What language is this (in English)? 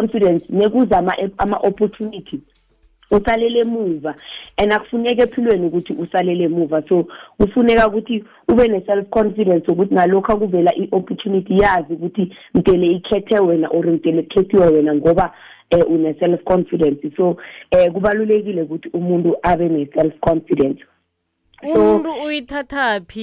South Ndebele